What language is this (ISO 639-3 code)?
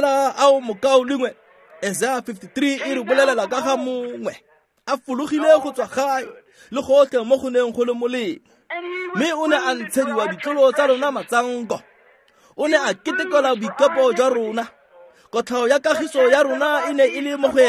tsn